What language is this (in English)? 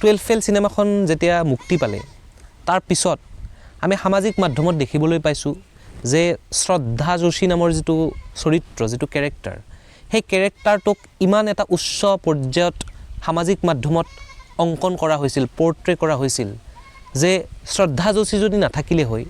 Assamese